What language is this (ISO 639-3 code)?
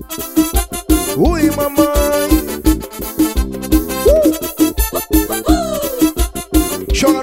por